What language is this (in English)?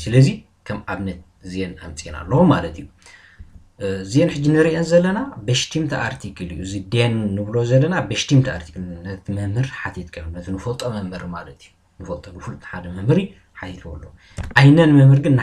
Tigrinya